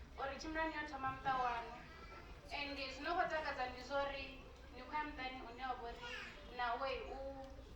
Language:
Venda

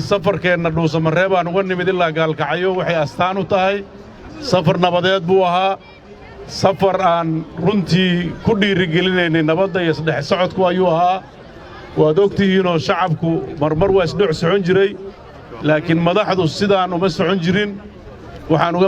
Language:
Somali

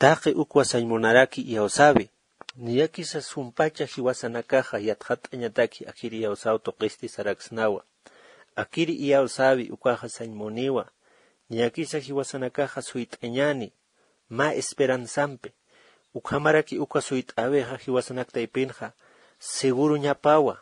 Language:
Aymara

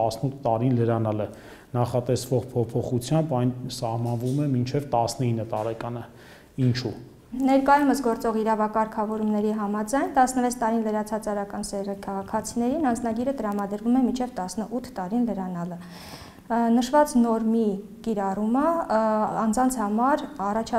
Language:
Armenian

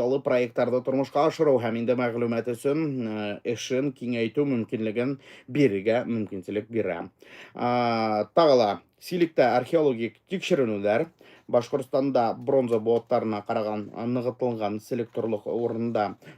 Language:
Bashkir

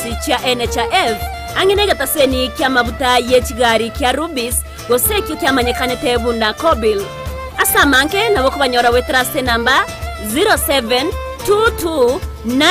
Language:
Gusii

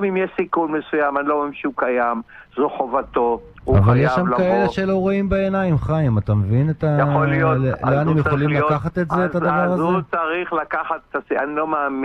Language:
Hebrew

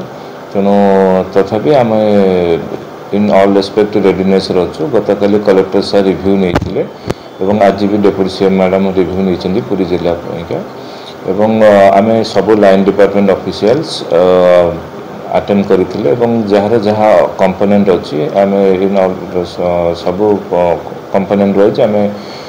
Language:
Odia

